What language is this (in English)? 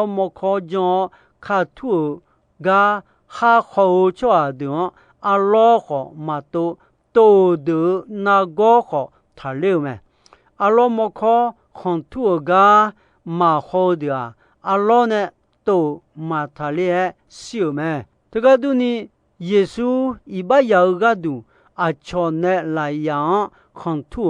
Akha